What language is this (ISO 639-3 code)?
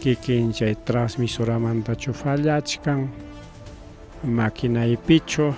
quy